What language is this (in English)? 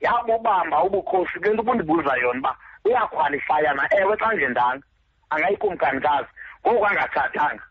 Xhosa